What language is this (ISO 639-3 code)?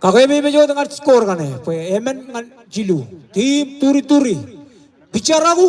mah